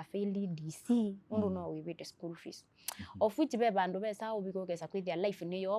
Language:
Kamba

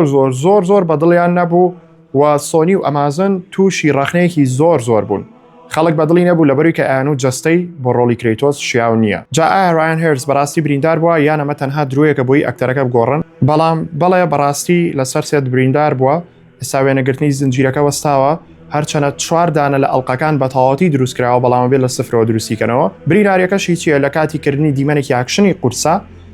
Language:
Central Kurdish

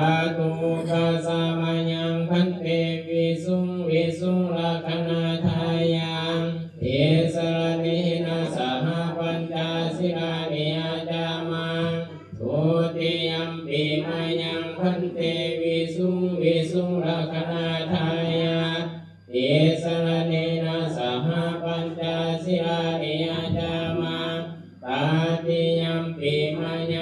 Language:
Pali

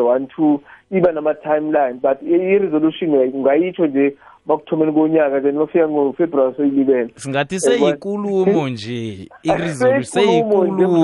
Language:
South Ndebele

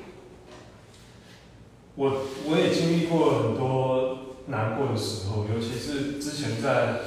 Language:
Chinese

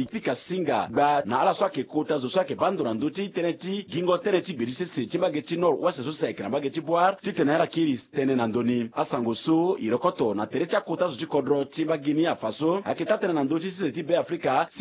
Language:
Sango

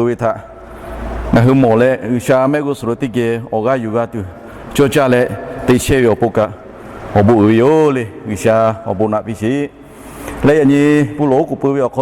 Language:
Lahu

